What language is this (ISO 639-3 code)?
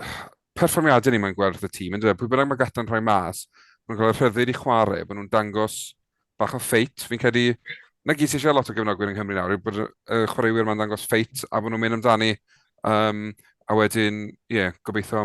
cym